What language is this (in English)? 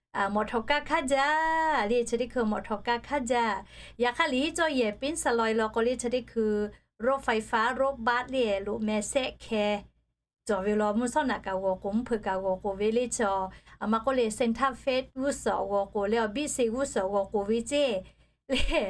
Lahu